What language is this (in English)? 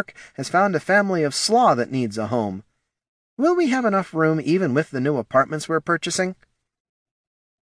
English